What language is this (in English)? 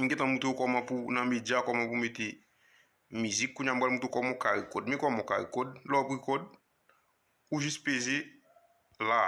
Haitian Creole